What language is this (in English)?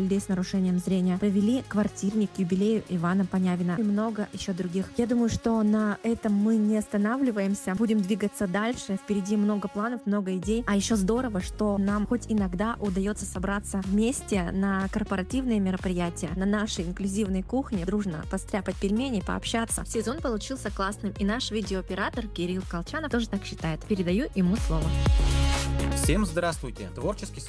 Russian